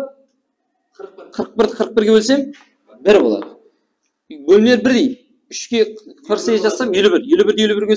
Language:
Kara-Kalpak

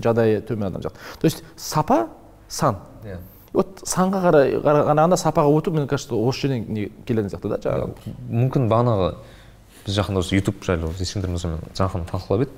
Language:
Kazakh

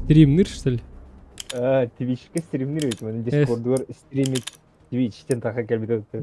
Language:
Yakut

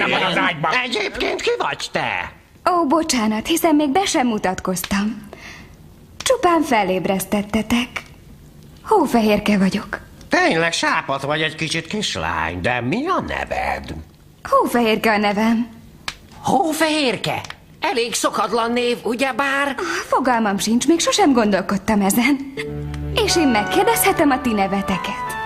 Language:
Hungarian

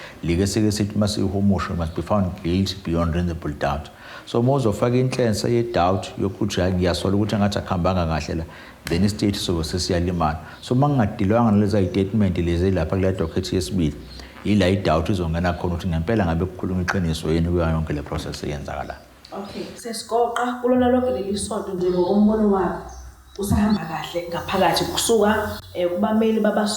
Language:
Zulu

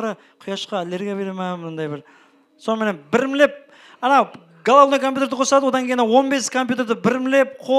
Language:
Kara-Kalpak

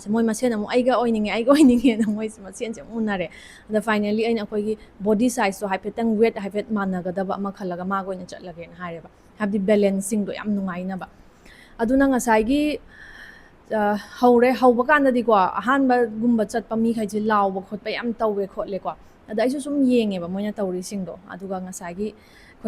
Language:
Manipuri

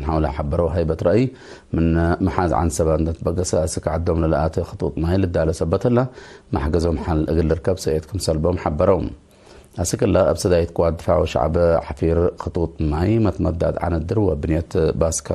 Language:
Tigre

